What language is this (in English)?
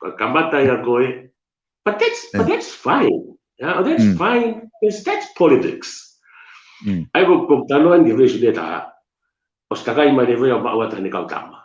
Tongan